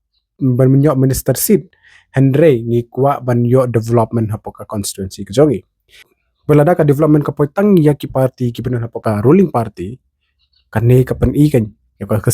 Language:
Khasi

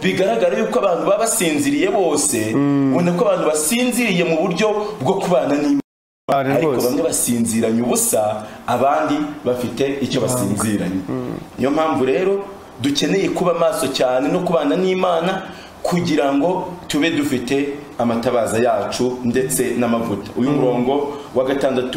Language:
Kinyarwanda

